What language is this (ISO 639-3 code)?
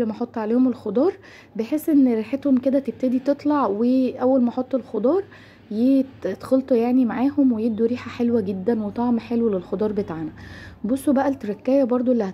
arz